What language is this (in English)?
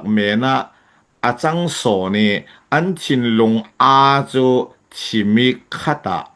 Falam Chin